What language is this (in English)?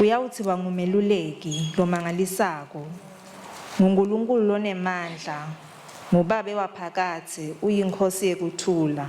Swati